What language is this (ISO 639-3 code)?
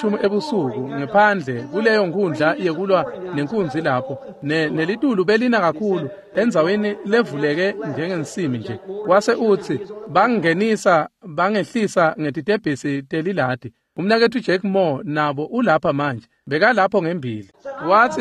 ssw